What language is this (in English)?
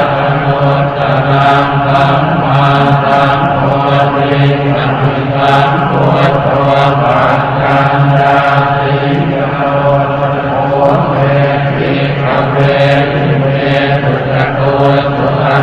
Pali